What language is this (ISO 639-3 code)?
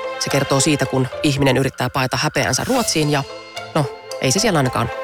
fin